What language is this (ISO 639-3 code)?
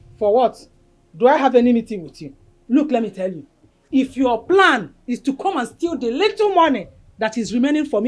pcm